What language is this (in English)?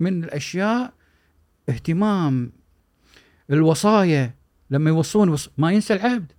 Gulf Arabic